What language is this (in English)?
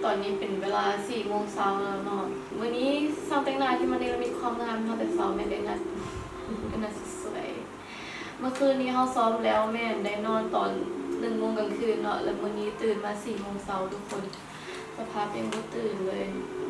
Lao